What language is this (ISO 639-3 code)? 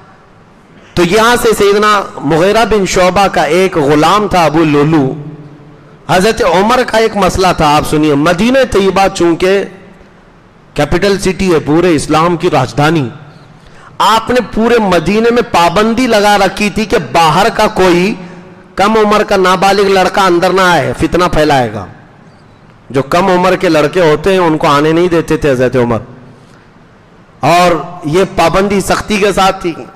urd